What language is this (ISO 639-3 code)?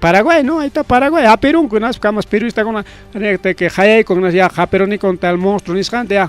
quy